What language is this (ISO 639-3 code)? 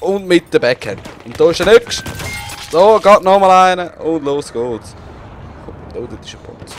gsw